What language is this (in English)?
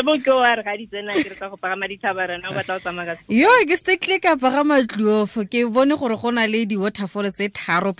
Tswana